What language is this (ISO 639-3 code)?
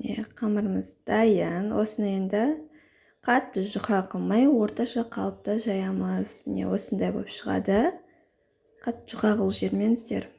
kaz